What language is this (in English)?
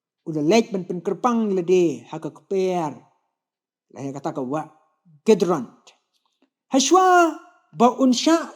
Khasi